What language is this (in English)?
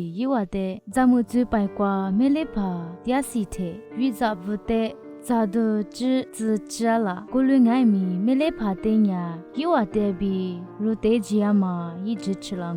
Lisu